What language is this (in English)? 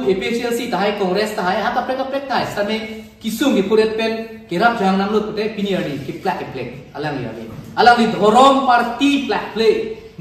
Karbi